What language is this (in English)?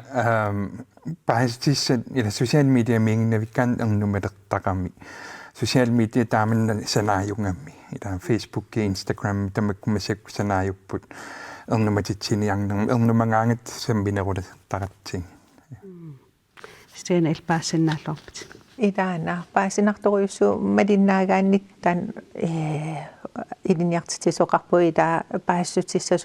Kalaallisut